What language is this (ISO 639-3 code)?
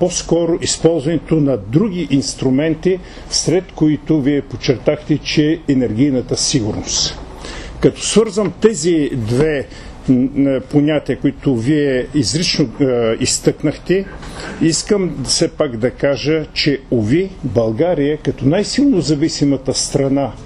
bul